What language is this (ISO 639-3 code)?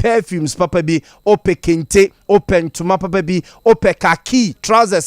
aka